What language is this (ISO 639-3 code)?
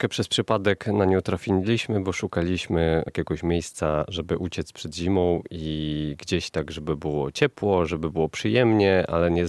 pol